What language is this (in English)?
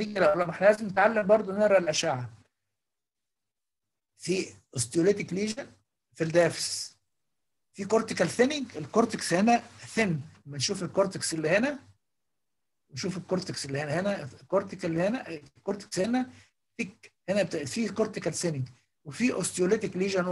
Egyptian Arabic